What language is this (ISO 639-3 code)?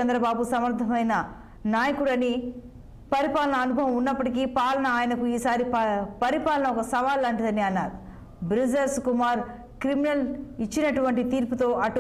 tel